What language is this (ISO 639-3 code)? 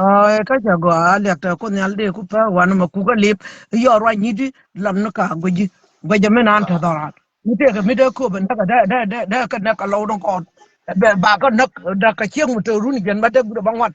nus